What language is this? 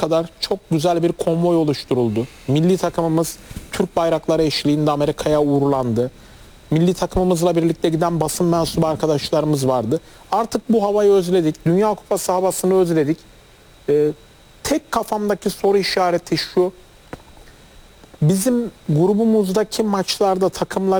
Turkish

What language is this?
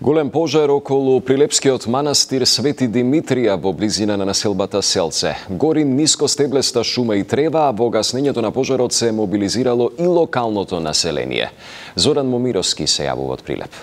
Macedonian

